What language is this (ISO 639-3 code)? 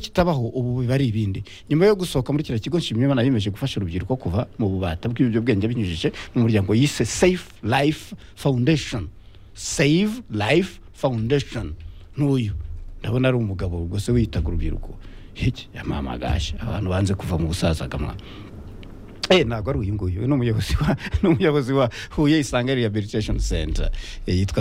kin